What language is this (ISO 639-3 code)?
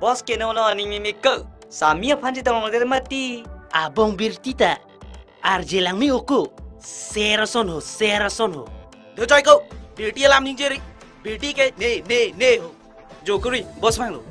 mjw